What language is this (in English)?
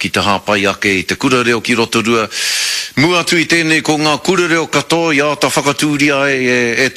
Māori